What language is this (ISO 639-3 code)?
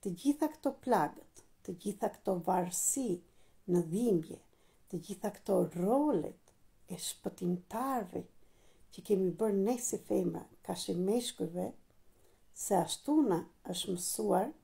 sqi